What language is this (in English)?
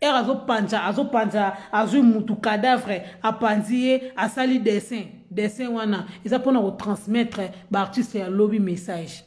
Lingala